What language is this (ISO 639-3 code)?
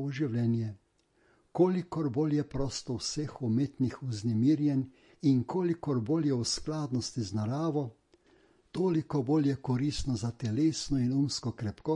slv